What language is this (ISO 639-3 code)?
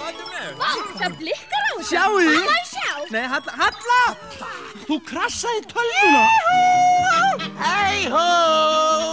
isl